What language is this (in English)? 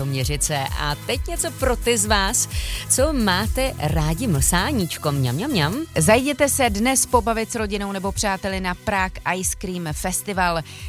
Czech